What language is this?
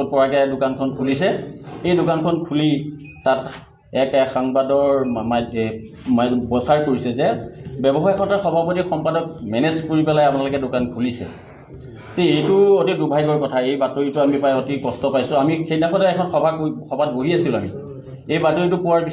Assamese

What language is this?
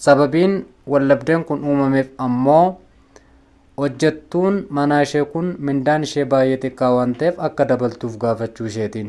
Oromo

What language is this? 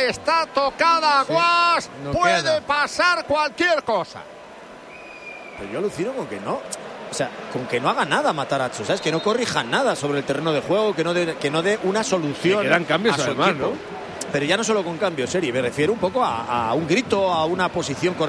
Spanish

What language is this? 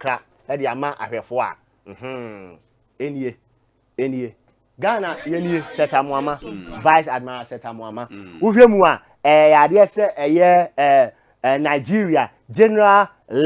Akan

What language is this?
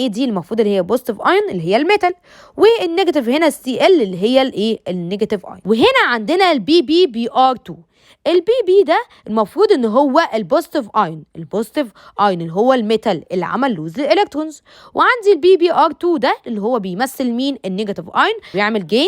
Egyptian Arabic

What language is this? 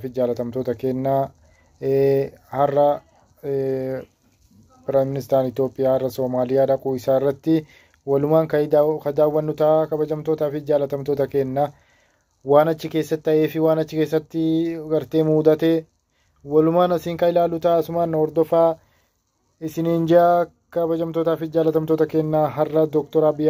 Oromo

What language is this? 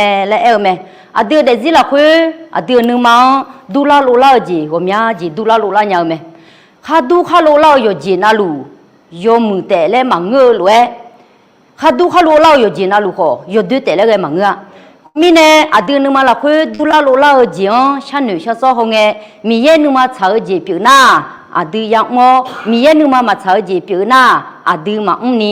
Akha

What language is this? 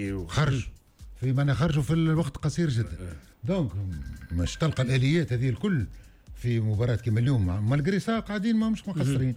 Tunisian Arabic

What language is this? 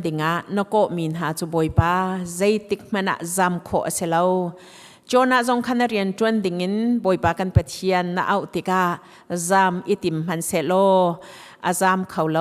Hakha Chin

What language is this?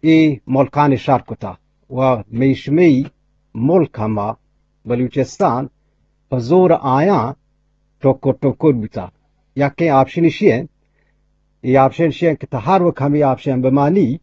Eastern Balochi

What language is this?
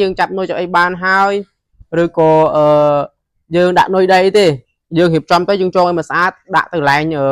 Khmer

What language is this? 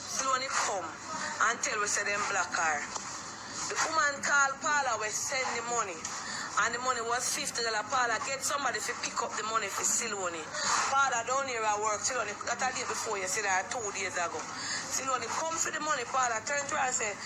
Jamaican Creole English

